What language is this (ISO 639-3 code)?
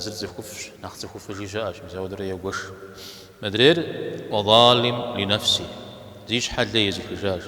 kbd